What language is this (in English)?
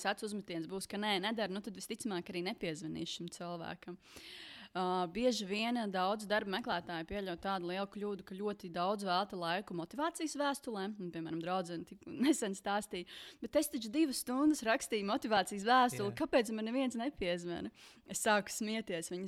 Latvian